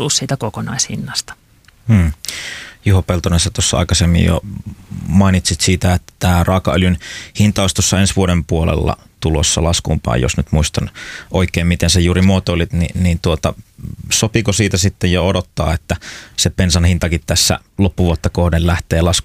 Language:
Finnish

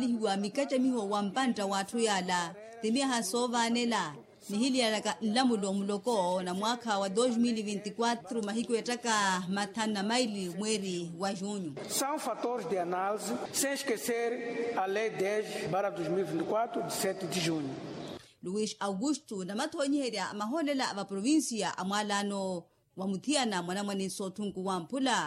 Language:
Makhuwa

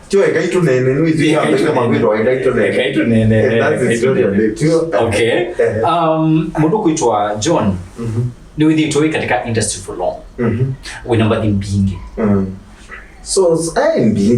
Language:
Kamba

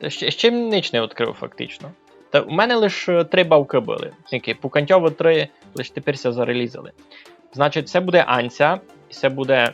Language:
Rusyn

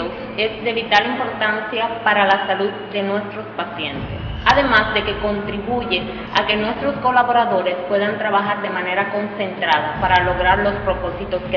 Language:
Spanish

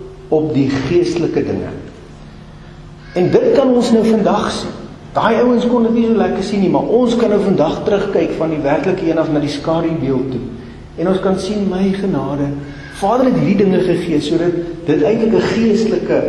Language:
Afrikaans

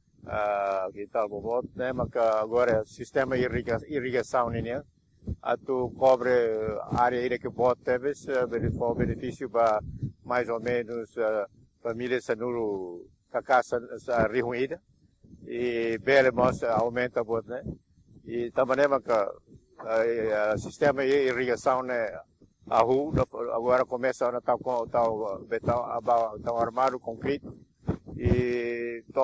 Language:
Tetum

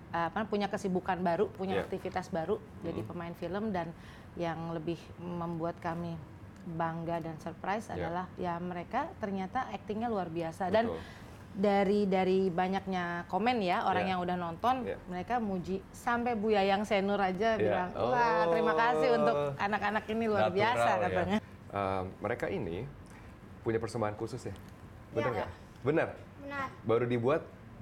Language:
Indonesian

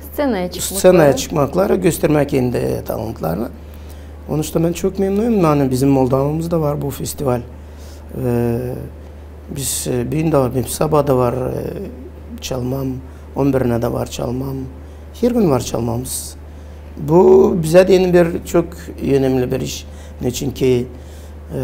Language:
Gagauz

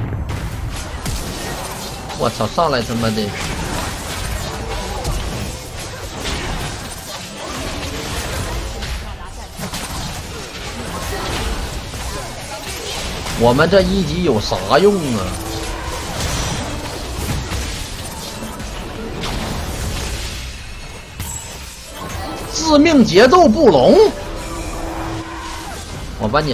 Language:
Chinese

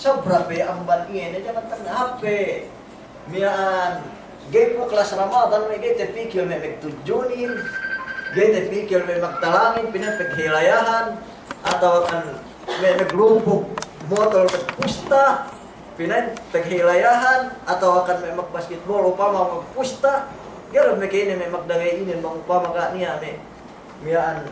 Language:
Yakan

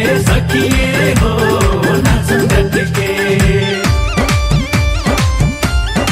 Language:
Bhojpuri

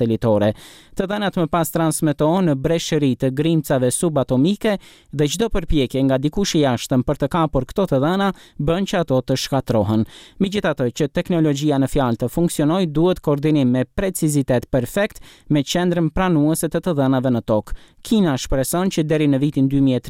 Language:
Albanian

